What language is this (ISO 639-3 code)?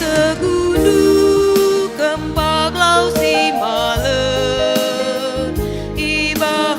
btx